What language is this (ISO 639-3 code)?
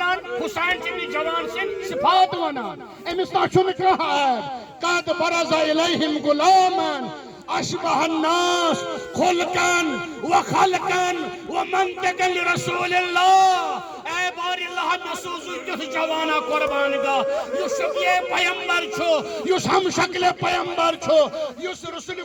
kas